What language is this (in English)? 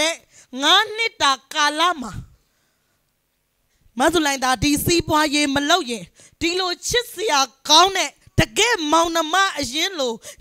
Burmese